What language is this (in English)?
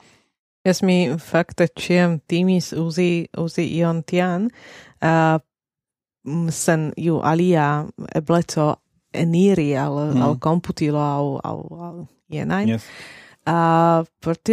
Esperanto